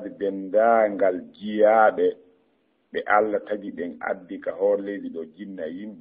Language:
Fula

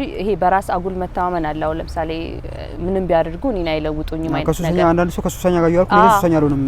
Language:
Amharic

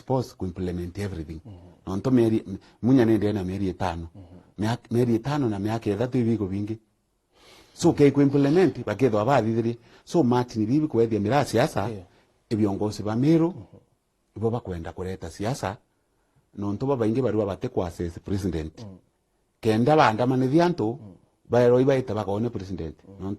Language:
Meru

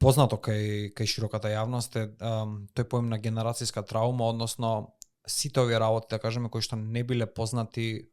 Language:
Macedonian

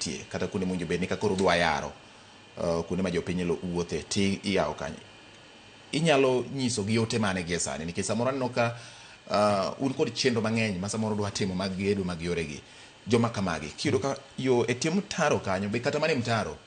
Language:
Luo (Kenya and Tanzania)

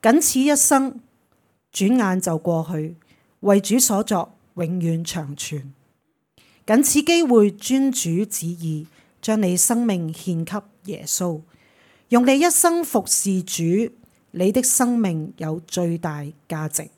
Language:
Cantonese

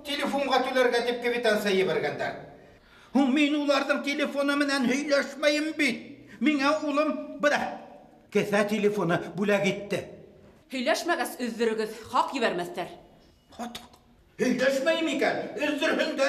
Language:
Bashkir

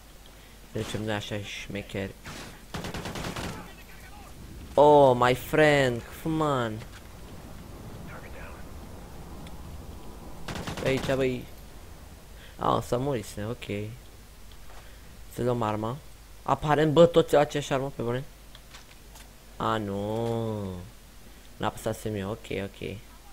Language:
Romanian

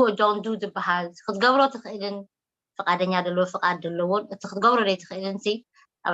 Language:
Tigrinya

